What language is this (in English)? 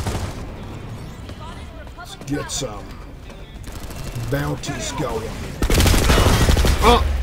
English